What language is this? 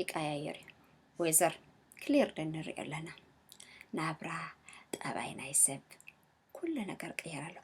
Tigrinya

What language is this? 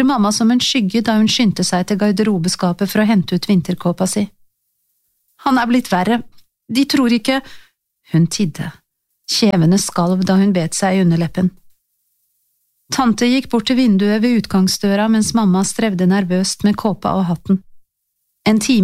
Norwegian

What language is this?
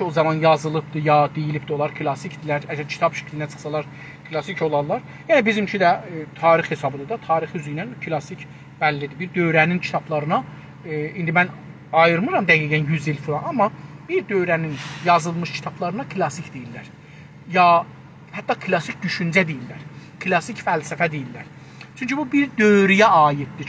South Azerbaijani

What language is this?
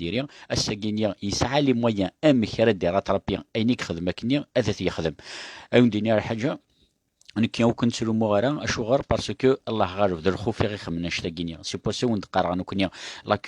Kabyle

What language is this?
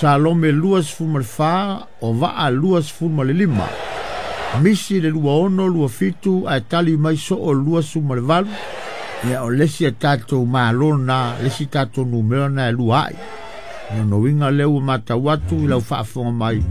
Samoan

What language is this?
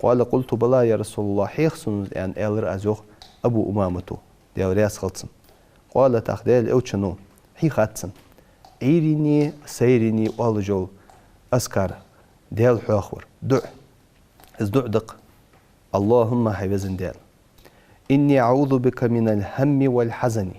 Ingush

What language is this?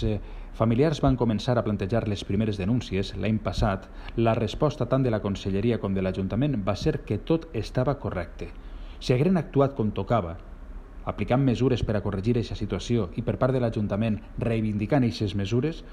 Catalan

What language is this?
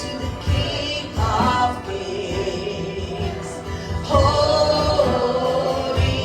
Konkani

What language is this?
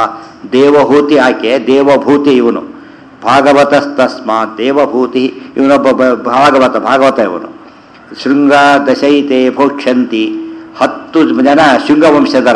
Kannada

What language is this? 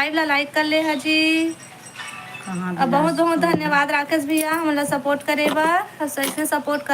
Chhattisgarhi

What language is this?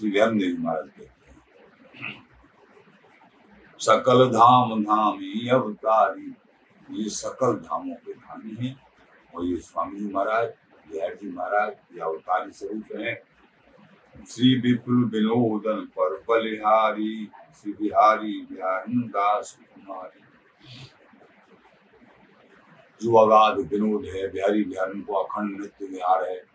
Hindi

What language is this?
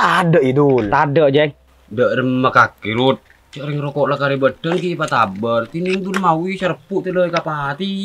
Madurese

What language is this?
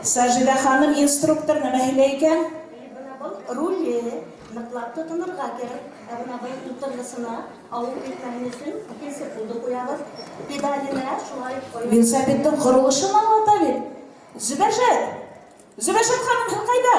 Bashkir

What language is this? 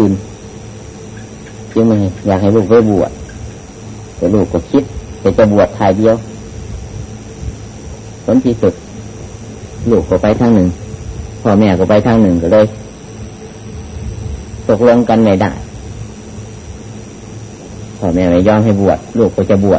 Thai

